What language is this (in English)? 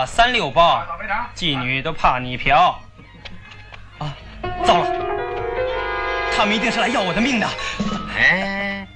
Chinese